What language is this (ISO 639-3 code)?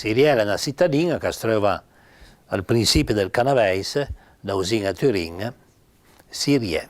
pms